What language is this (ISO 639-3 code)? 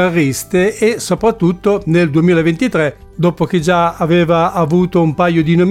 ita